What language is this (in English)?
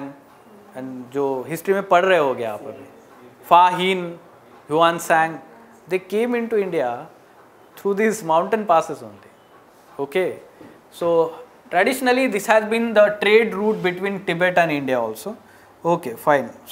English